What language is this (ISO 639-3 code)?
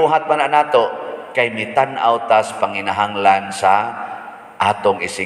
ceb